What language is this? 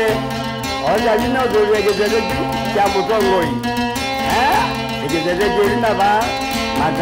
Kamba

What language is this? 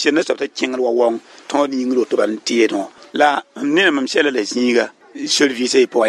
Mossi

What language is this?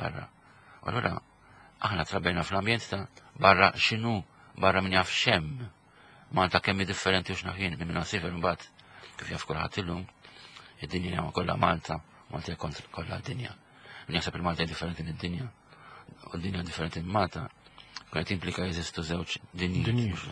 Maltese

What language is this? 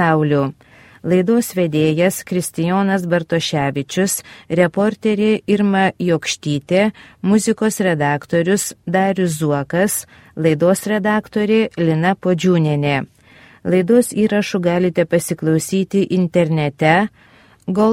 Lithuanian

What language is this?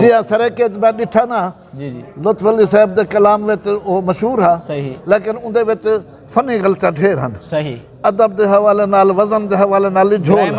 Saraiki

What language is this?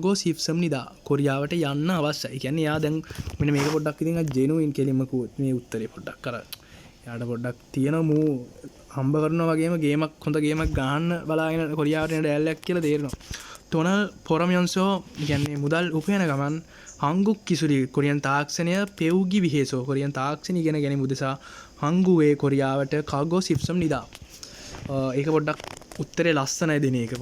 Sinhala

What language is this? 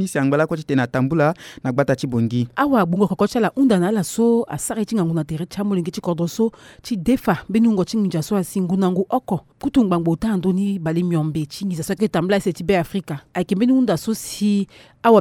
Sango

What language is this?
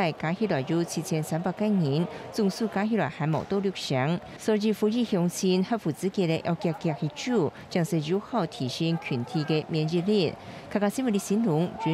Hakka Chinese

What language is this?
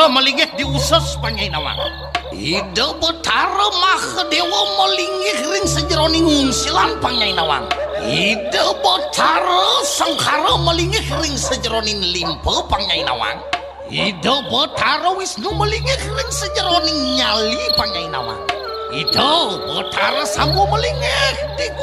Balinese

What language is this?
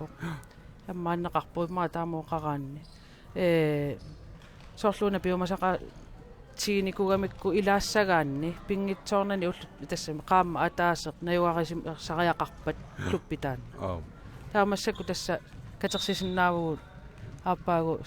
Kalaallisut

